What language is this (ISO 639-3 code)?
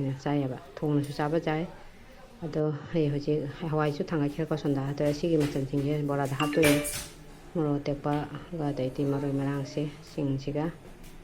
mni